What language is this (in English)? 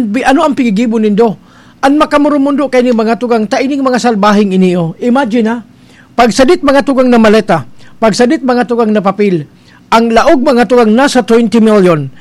Bikol